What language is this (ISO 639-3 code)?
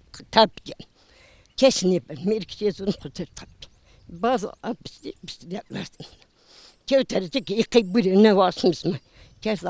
zza